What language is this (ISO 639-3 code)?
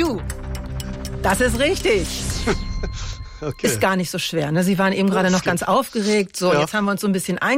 deu